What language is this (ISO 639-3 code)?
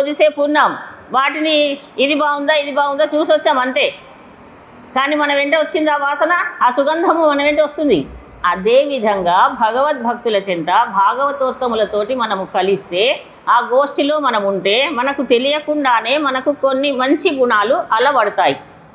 tel